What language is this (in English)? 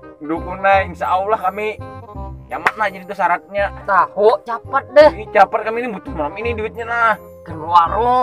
Banjar